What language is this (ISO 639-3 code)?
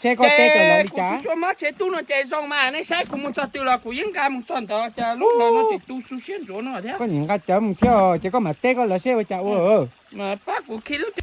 hmn